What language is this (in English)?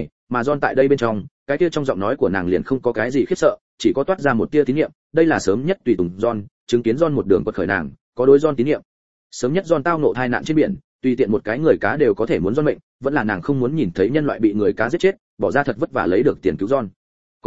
Vietnamese